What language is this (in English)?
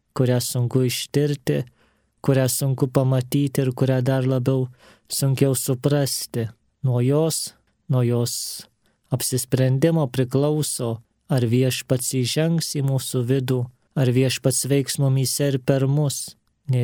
Lithuanian